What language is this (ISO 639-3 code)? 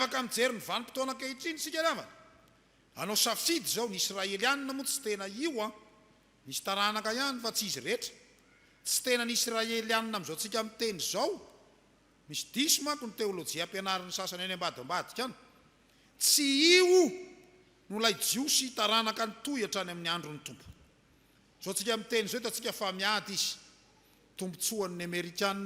mlg